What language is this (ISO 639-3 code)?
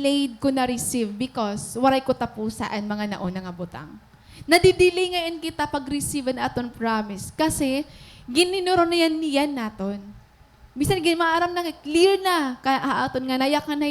war